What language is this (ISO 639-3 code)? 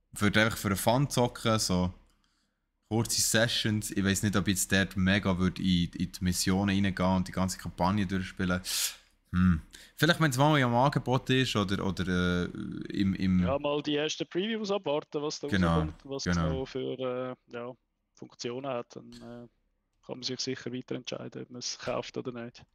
gsw